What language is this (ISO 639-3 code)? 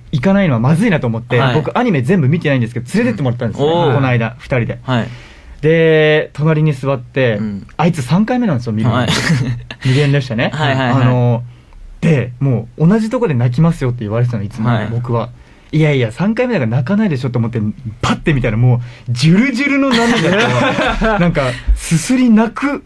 jpn